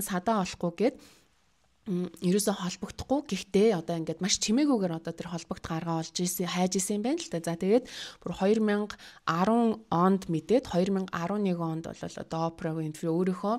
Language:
Mongolian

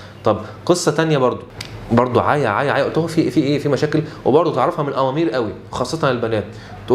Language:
Egyptian Arabic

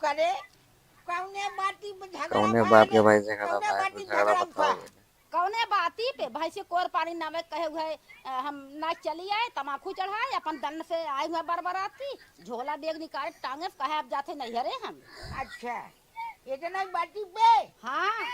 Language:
Awadhi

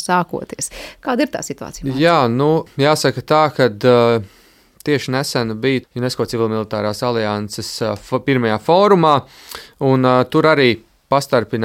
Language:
Latvian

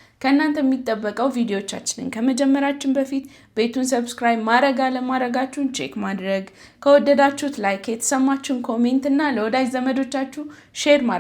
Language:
Amharic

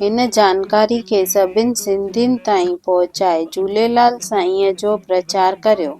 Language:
Sindhi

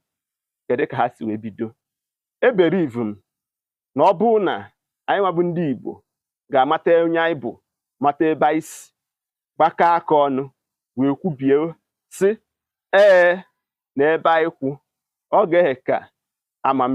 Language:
Igbo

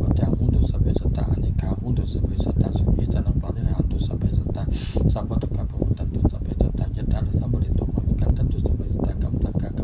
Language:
Pali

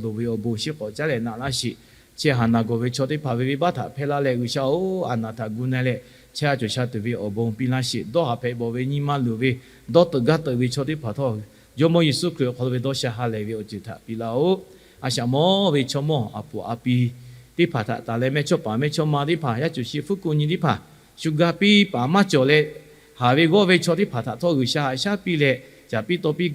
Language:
Lahu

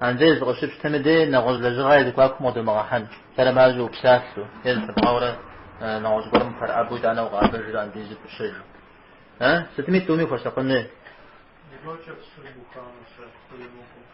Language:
Kabardian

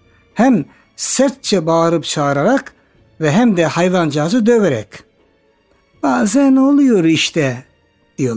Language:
Turkish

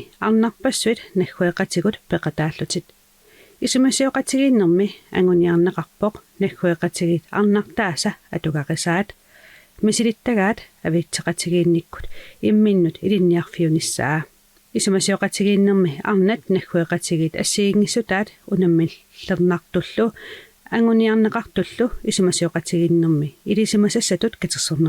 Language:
Kalaallisut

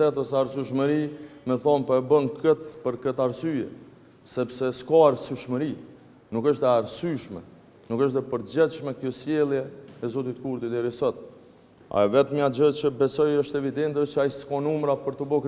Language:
Albanian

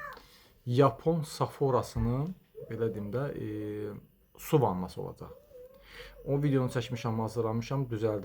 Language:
Azerbaijani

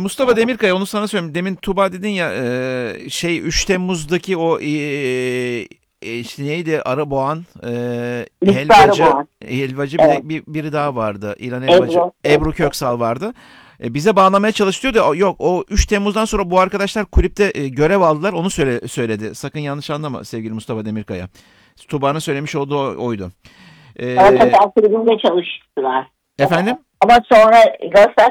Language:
Turkish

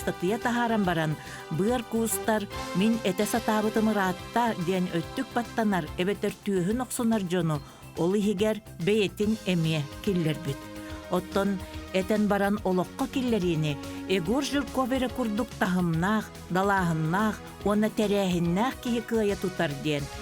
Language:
Yakut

